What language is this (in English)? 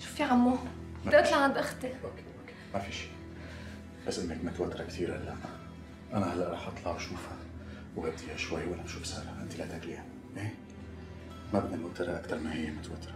North Levantine Arabic